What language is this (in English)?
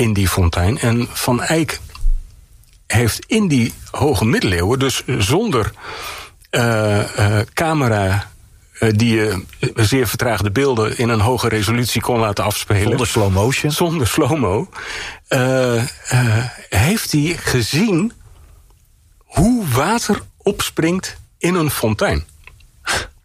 Dutch